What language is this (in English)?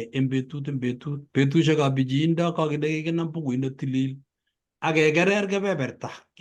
Kalenjin